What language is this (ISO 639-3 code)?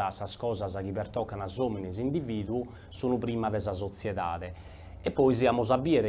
srd